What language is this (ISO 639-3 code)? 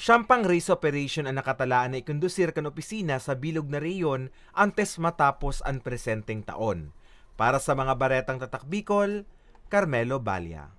bik